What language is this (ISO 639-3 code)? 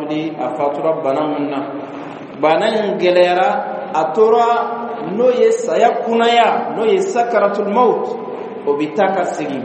bam